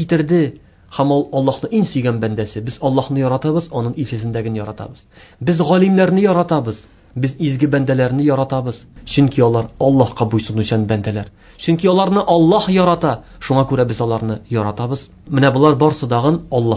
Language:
Tatar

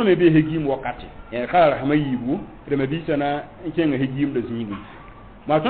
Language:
Mossi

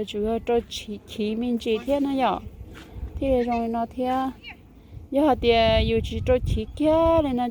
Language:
Hmong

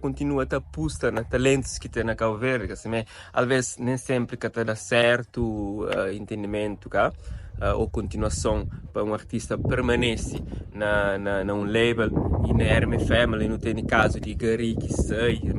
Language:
Kabuverdianu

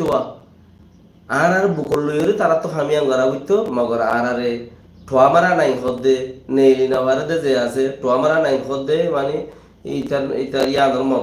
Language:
Rohingya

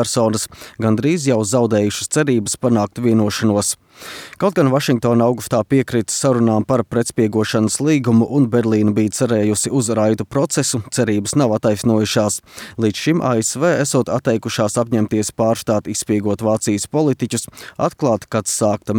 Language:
Latvian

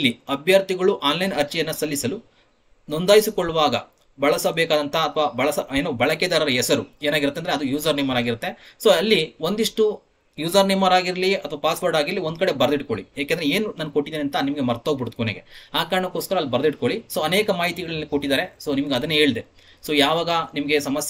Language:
Kannada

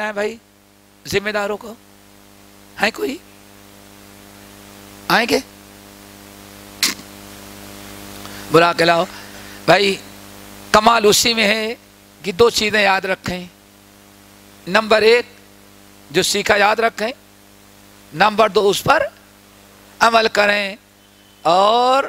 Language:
Urdu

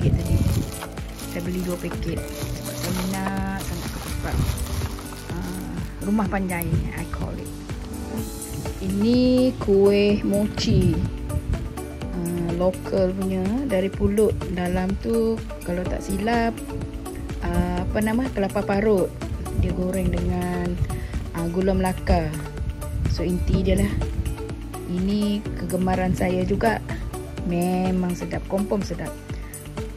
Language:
Malay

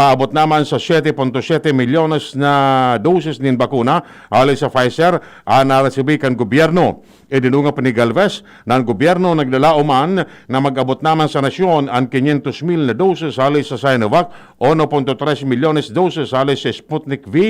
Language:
Bikol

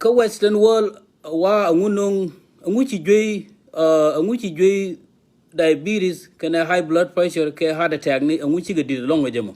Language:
Nuer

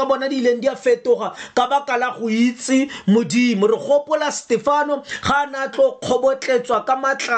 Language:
Tswana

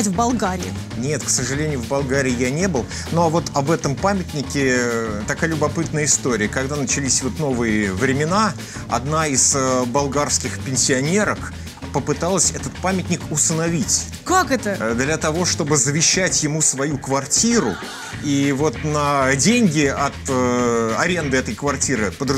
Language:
Russian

